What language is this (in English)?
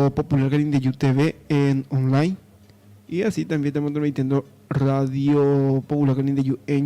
Guarani